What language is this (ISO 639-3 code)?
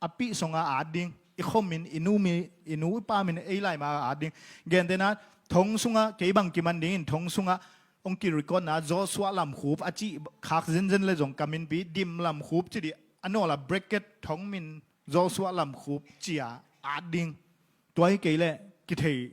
ctd